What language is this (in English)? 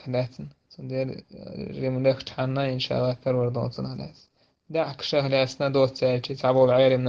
Chechen